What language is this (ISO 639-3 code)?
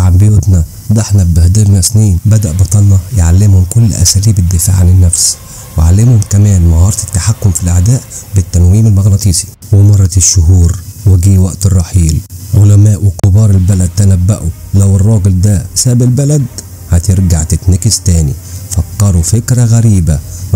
arz